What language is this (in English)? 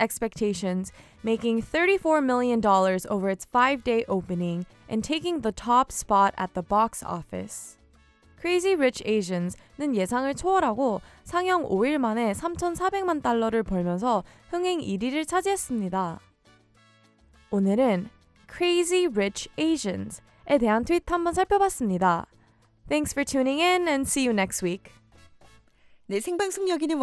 Korean